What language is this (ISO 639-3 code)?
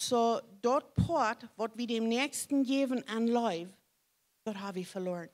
pdt